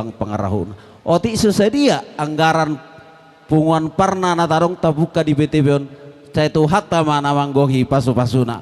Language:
Batak Toba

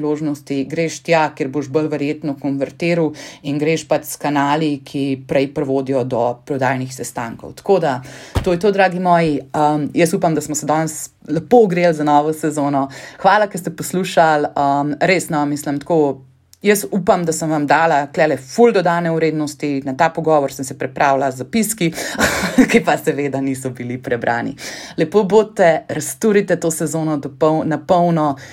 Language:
Slovenian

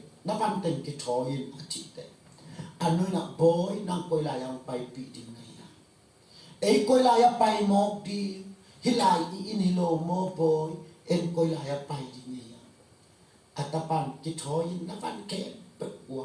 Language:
Tedim Chin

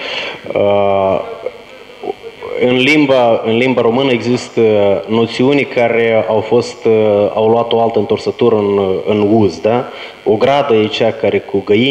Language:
Romanian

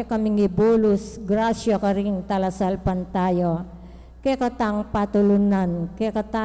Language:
Pampanga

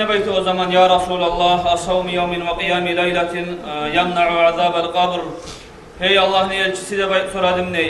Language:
Kumyk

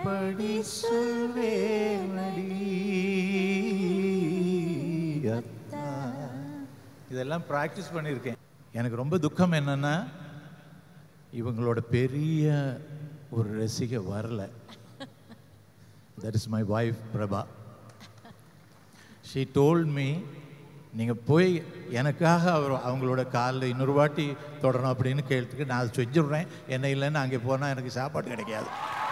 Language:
Tamil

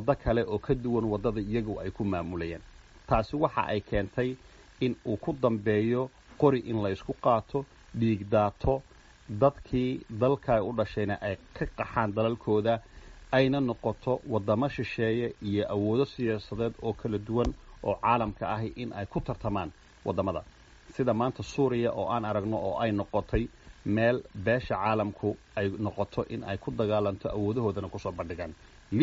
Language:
Somali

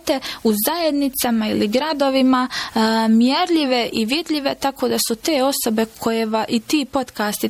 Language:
Croatian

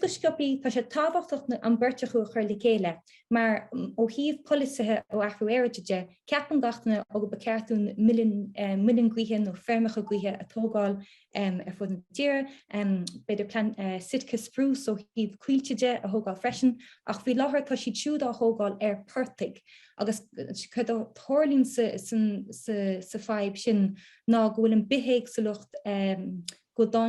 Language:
Irish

